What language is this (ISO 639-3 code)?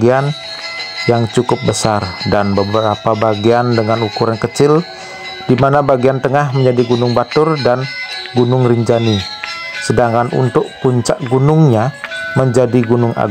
ind